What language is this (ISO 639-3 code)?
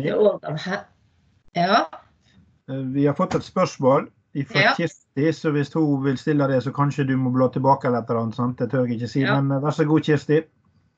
nor